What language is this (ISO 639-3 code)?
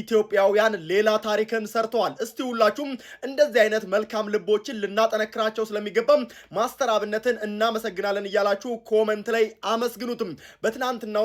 amh